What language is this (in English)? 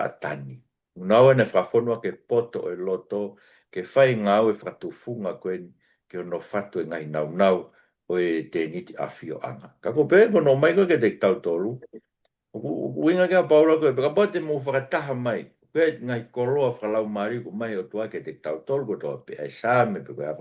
Tongan